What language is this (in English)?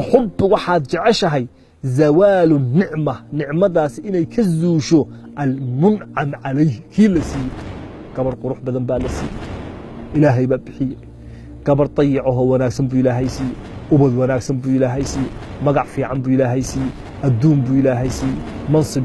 Somali